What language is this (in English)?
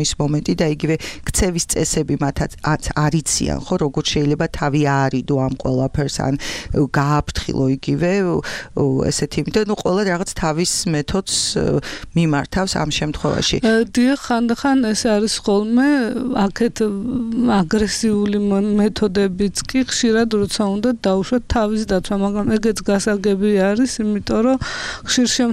Georgian